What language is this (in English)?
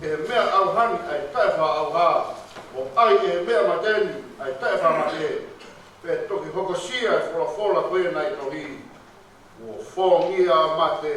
Tongan